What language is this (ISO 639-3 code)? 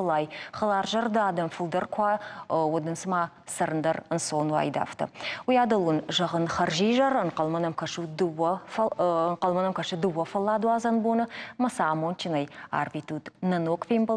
oss